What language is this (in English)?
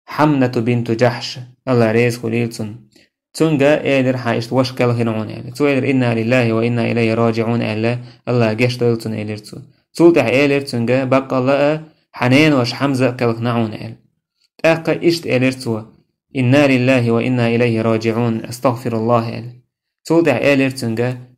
Chechen